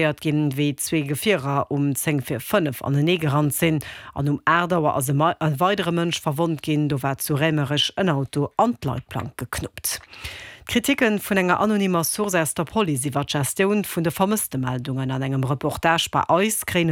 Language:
Luxembourgish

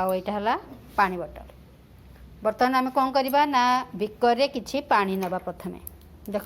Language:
Odia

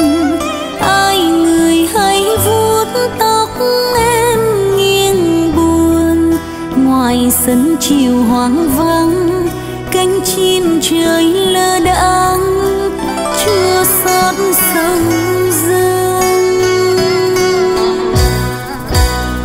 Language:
Vietnamese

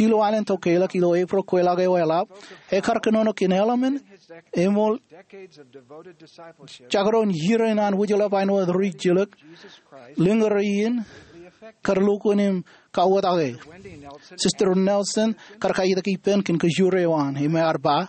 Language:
Marshallese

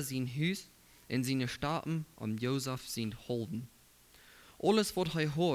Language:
Plautdietsch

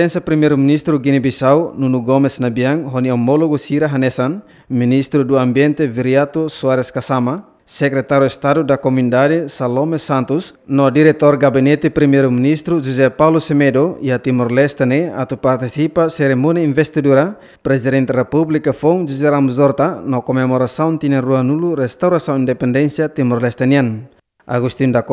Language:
Tetum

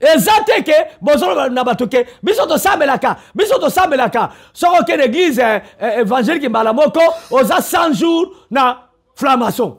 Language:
Lingala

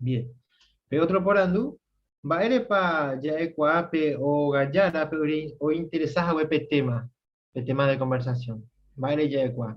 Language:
Guarani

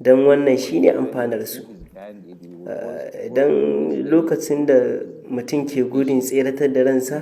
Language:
Hausa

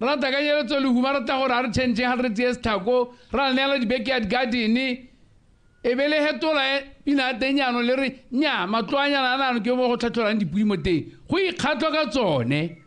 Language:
Tswana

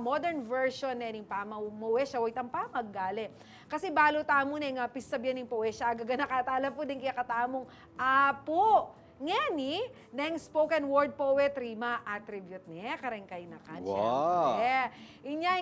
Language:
Pampanga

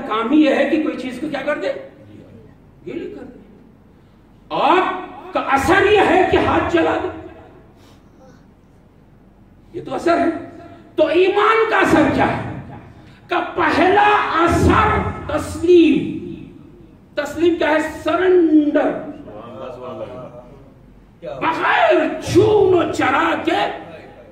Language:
Urdu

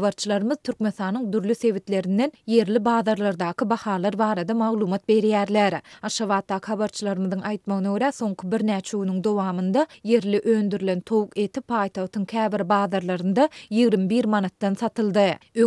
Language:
Turkmen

